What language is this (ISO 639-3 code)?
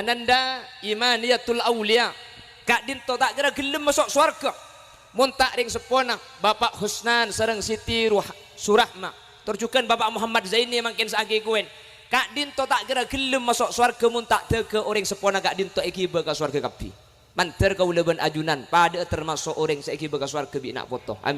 mad